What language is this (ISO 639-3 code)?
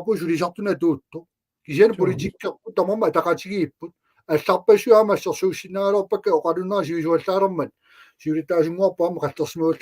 kal